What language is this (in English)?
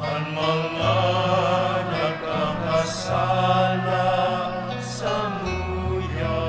Bikol